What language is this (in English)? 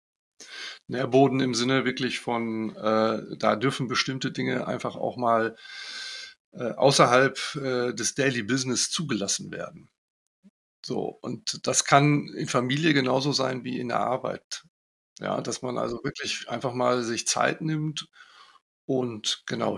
German